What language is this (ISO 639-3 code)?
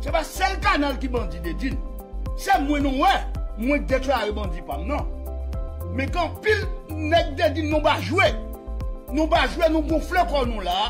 hat